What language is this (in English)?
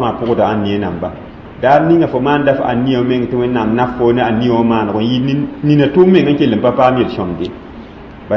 Mossi